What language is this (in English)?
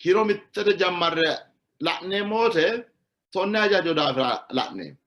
Sidamo